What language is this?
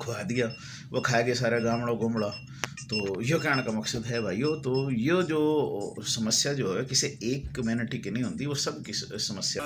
Haryanvi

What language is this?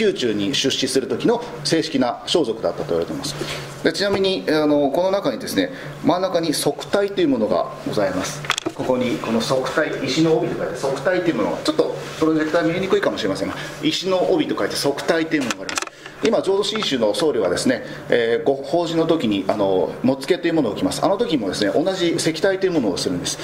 Japanese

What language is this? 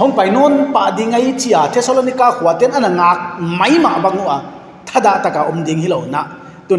Paite Chin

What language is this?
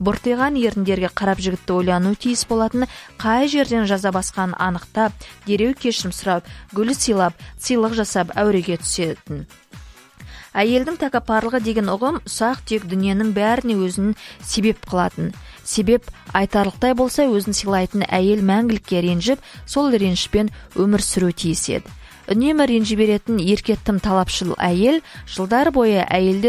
Kazakh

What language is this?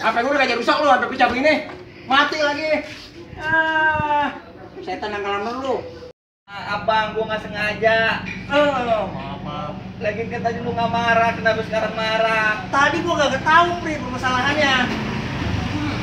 Betawi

